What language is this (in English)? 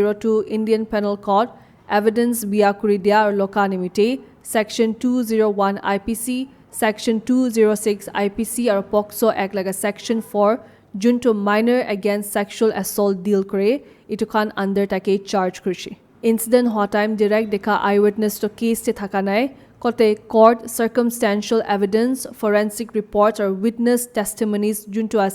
Naga Pidgin